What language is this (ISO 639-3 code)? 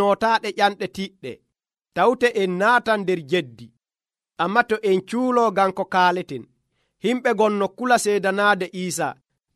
fuv